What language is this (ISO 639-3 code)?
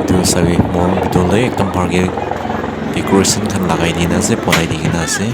nag